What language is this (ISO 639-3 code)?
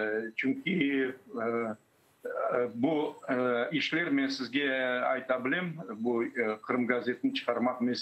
crh